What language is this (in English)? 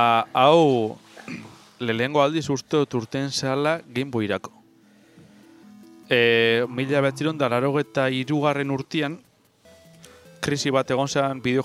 Basque